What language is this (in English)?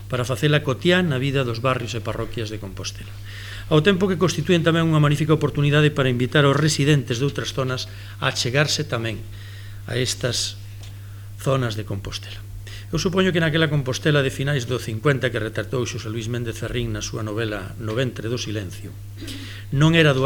Galician